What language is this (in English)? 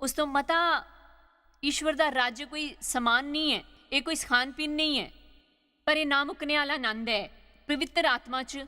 Dogri